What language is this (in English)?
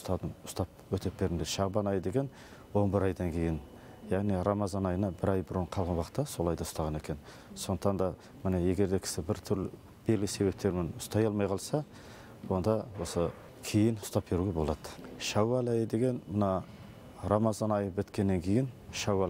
Kazakh